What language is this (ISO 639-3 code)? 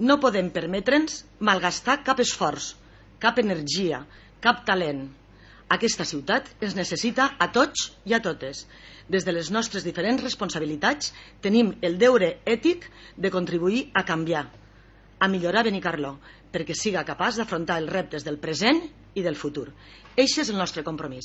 cat